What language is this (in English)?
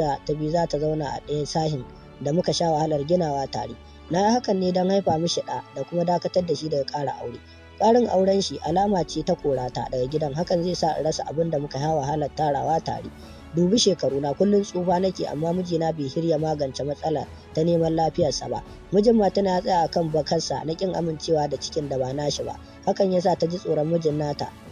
Hausa